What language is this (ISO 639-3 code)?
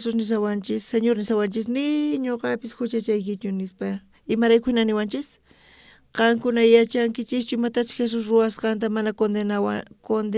quh